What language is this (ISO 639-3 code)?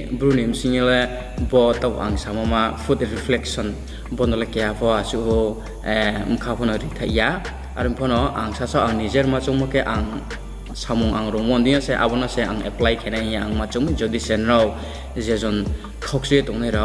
ria